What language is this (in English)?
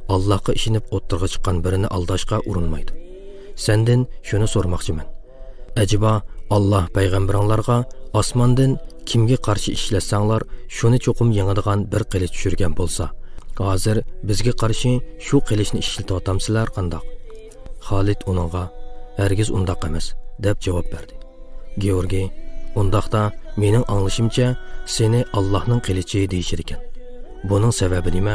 Uyghur